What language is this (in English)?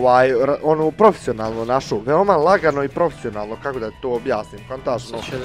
Bosnian